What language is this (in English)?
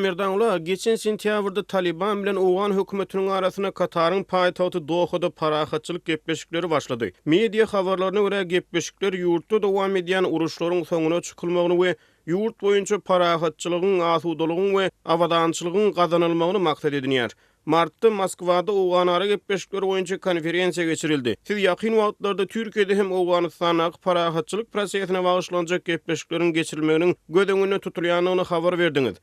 Turkmen